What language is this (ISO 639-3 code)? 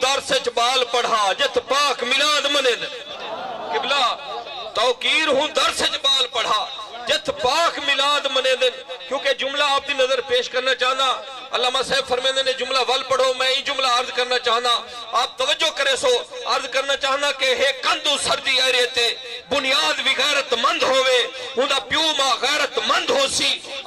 skr